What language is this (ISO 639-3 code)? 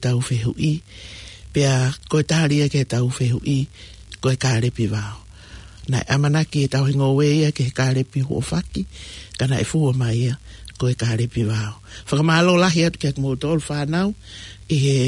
ton